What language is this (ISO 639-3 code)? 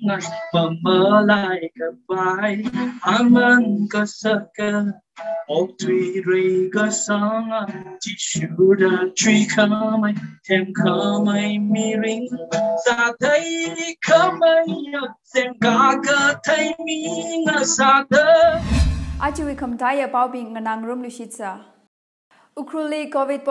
nmf